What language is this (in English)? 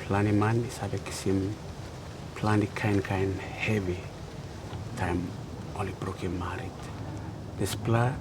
Tok Pisin